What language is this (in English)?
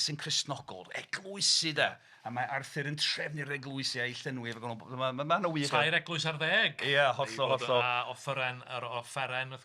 Welsh